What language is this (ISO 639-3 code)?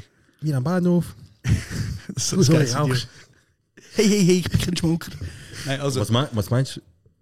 gsw